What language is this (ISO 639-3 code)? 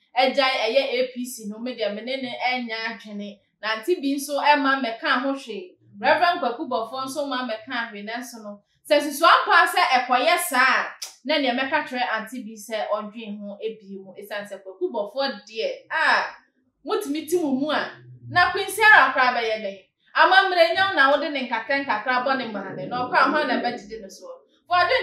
aka